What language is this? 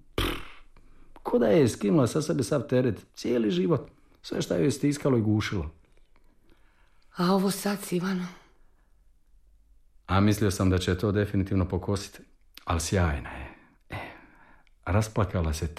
Croatian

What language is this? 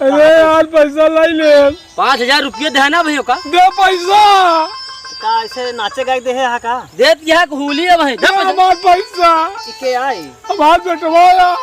Awadhi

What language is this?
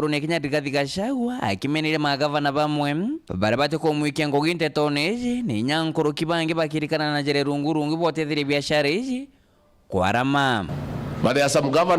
Meru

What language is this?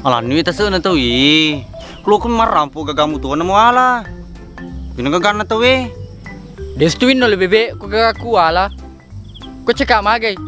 Buginese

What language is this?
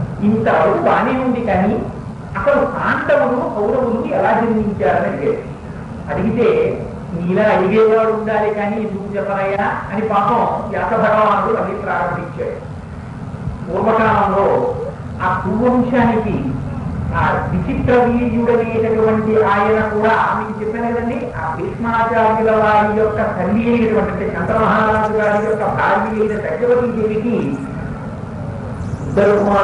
Telugu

